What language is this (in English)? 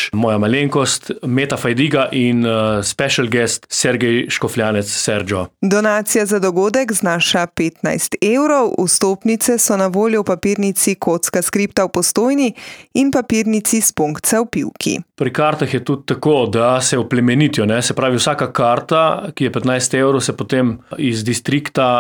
Slovenian